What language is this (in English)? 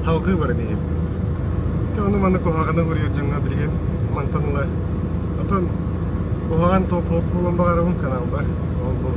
Yakut